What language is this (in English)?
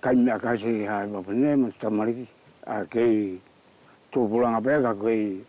Wallisian